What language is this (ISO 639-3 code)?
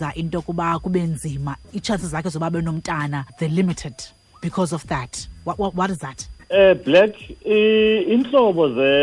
xho